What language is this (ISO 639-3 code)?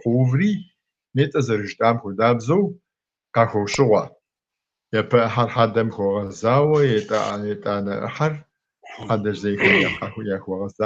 kbd